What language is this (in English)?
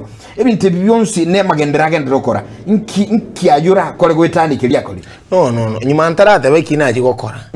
Gusii